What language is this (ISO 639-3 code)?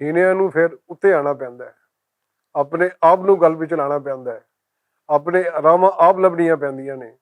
lah